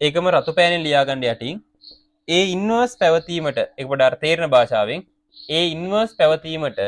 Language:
Sinhala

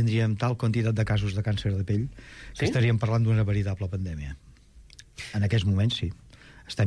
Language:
Catalan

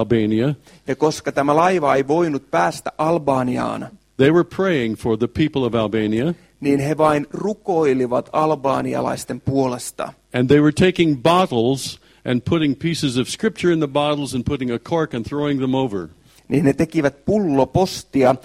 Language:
Finnish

